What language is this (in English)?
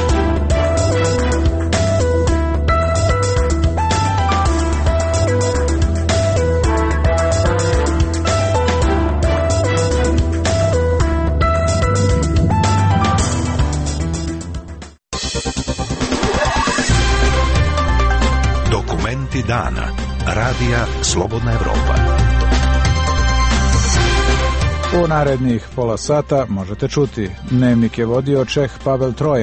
Serbian